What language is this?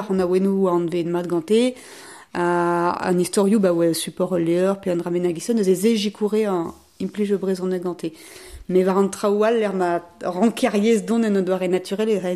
Breton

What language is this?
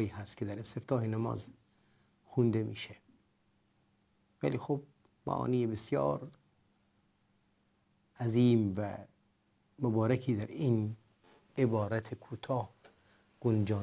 Persian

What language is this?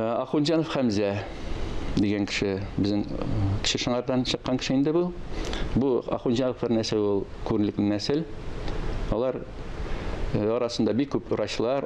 Tatar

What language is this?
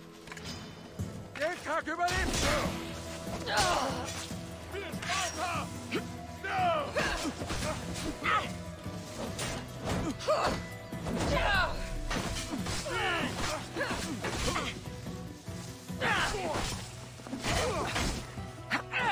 German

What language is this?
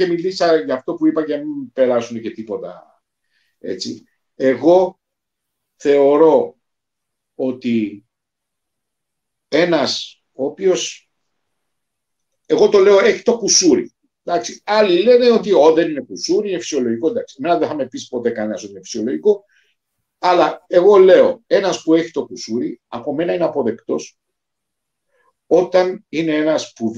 Greek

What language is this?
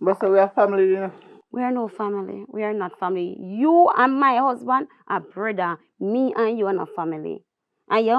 Jamaican Creole English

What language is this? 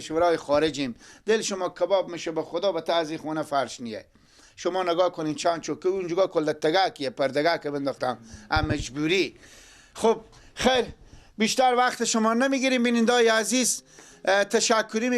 Persian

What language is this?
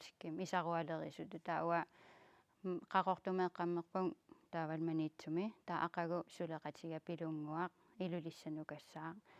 Kalaallisut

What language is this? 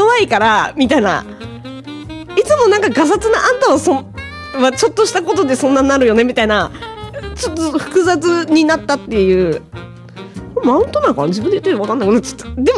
Japanese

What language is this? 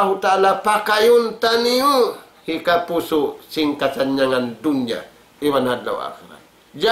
Tausug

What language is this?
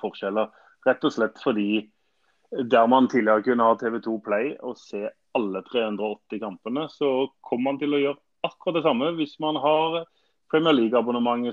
Norwegian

